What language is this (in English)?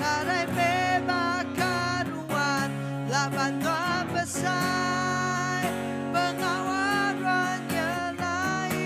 Iban